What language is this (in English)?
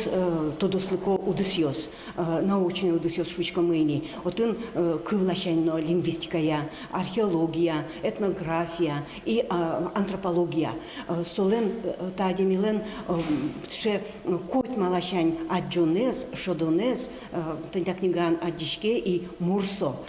Udmurt